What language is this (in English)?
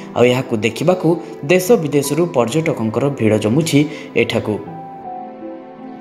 Odia